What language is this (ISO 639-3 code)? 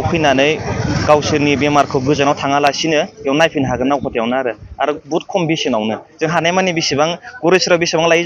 brx